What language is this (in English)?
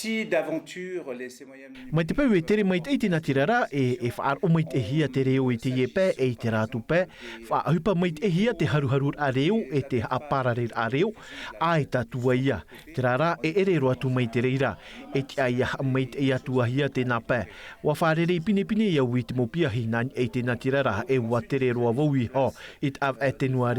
Tahitian